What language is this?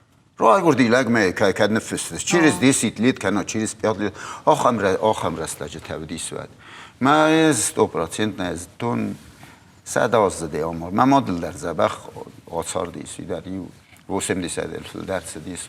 Ossetic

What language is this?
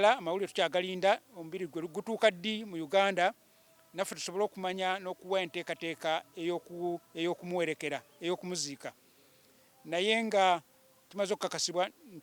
Ganda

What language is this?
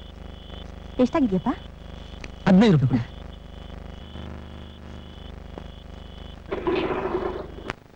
Kannada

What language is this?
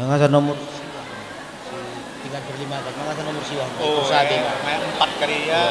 Batak Karo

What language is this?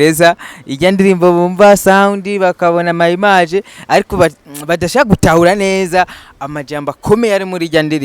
Rundi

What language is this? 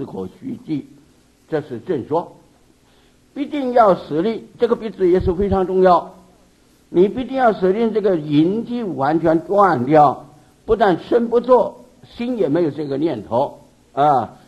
Chinese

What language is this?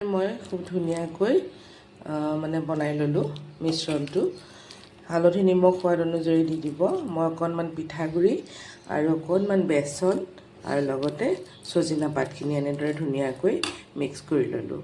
Assamese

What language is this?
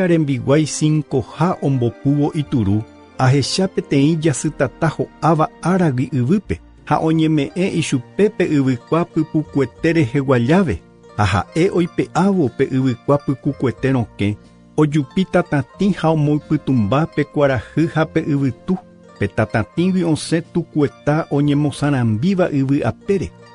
Guarani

